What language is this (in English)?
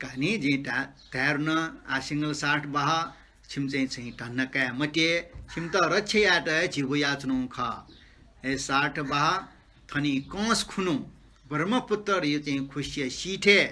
Newari